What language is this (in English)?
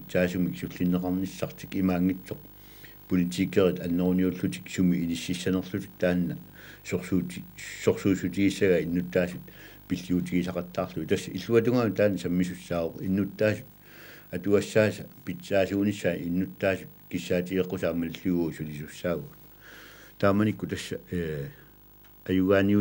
Kalaallisut